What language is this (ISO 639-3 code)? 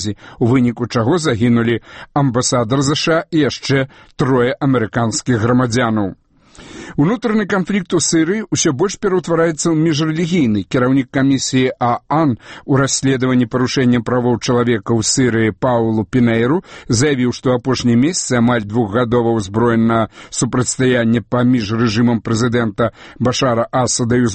bel